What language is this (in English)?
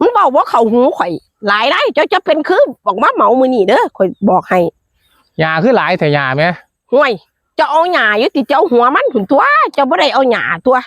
Northeastern Thai